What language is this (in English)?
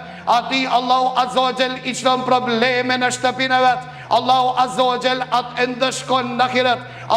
Albanian